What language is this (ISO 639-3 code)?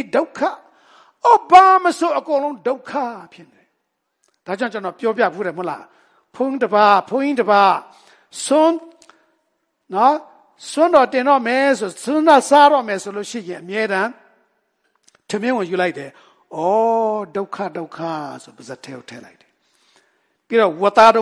mya